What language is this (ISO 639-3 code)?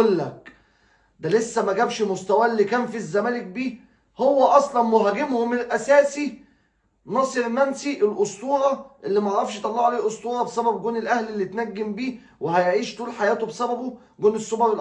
arz